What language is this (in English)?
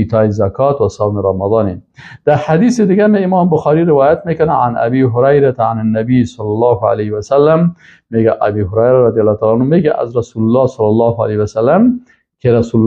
Persian